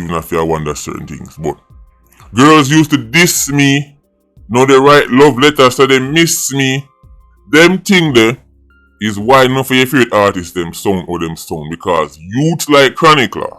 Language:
Jamaican Creole English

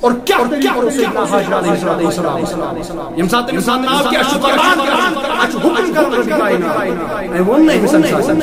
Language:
Kashmiri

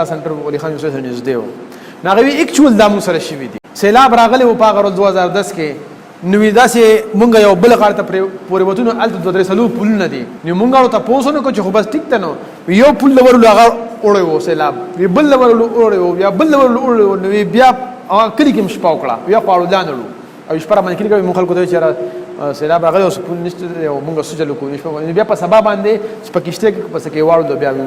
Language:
Pashto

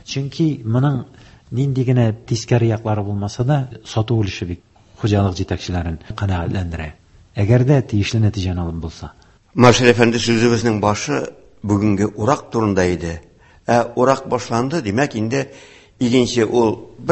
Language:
Tatar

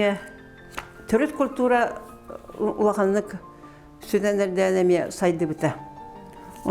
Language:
Yakut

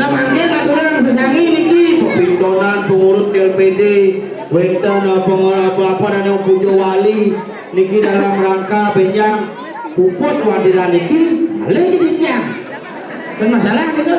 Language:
Balinese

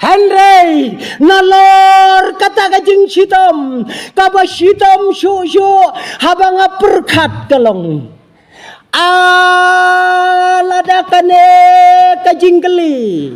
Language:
Khasi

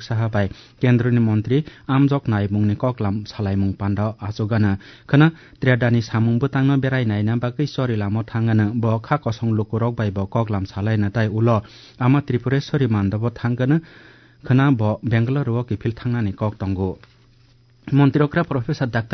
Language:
Kok Borok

